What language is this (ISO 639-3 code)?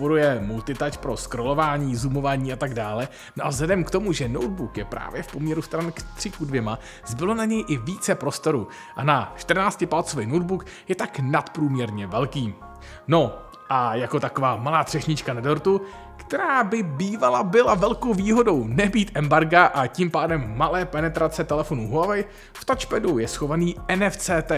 ces